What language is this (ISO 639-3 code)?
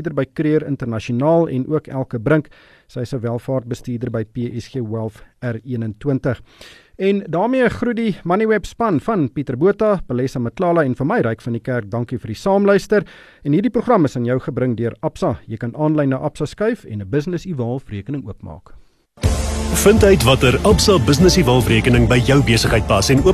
afr